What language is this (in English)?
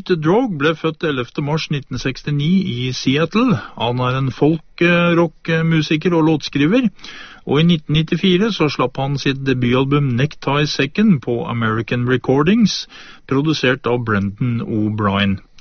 Norwegian